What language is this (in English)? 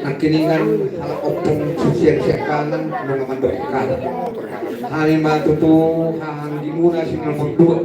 Batak Toba